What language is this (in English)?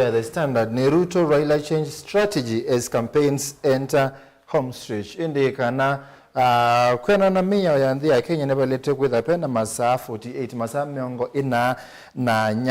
Kamba